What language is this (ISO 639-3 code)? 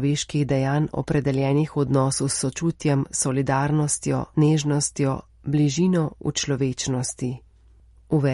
slv